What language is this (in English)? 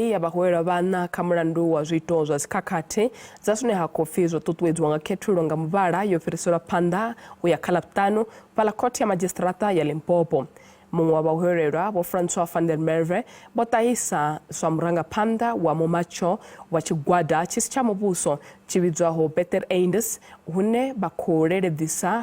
Venda